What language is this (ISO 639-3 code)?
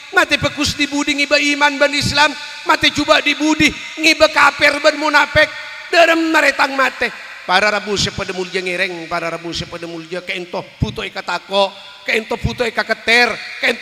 mad